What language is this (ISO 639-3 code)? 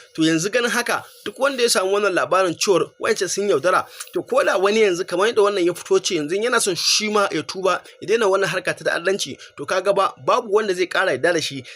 hau